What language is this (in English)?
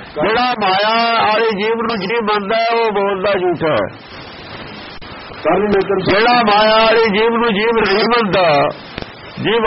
Punjabi